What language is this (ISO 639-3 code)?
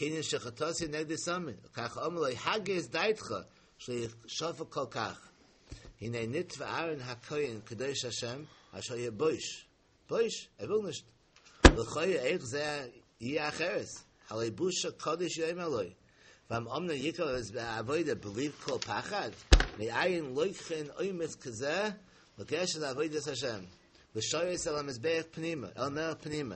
yid